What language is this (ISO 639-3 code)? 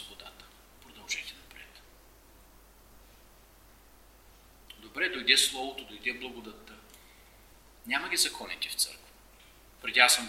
bul